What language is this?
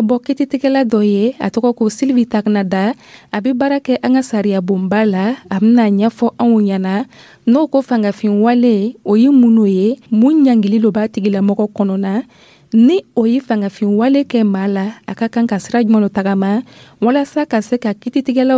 Dyula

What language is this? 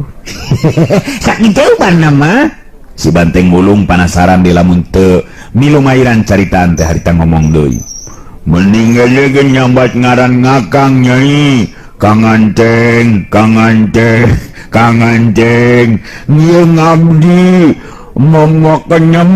Sundanese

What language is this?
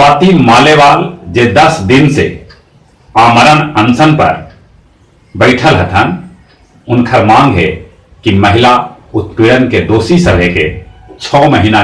Magahi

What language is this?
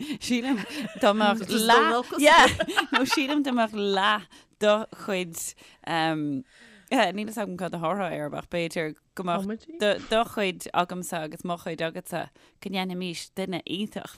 Irish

